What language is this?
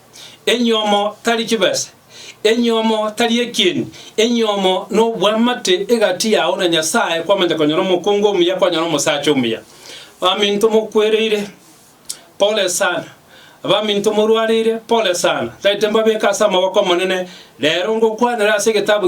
Gusii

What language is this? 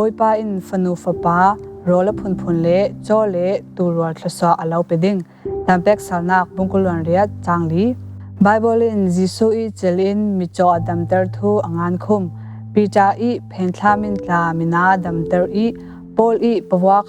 Falam Chin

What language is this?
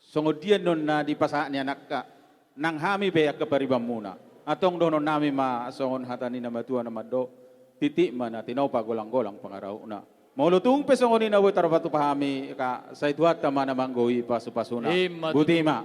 Batak Toba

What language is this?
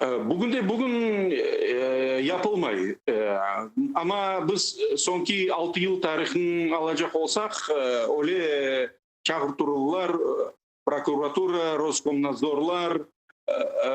Crimean Tatar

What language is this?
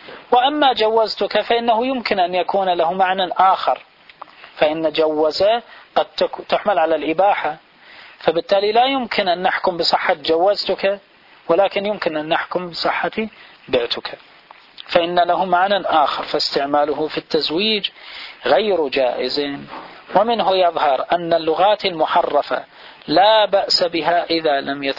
Arabic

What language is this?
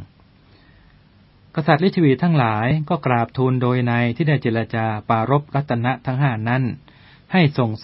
Thai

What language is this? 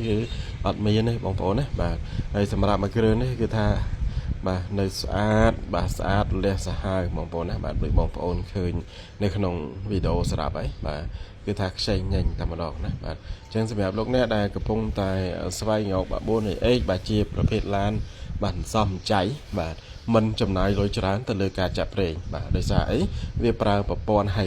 Khmer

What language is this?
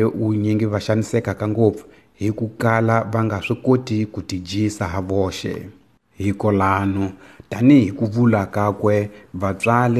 Tsonga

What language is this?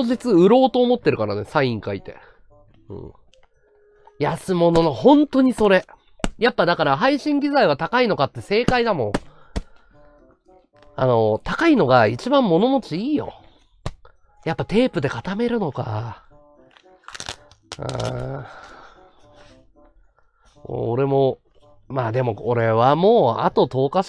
Japanese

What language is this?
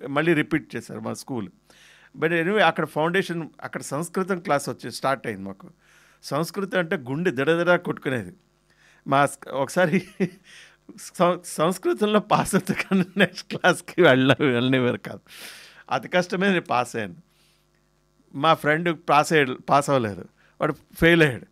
Telugu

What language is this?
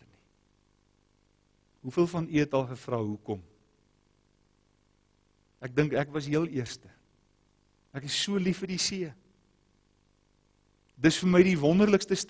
Afrikaans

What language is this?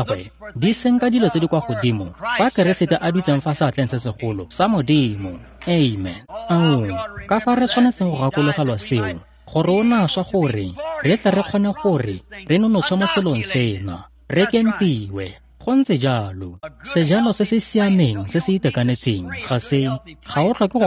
Tswana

